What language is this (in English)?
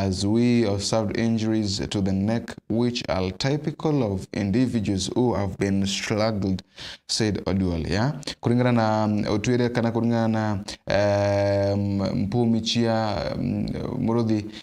Meru